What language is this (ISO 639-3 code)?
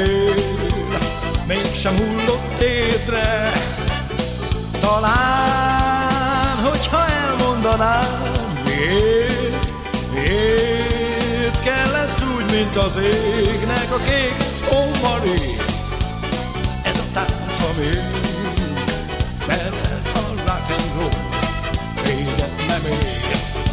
hun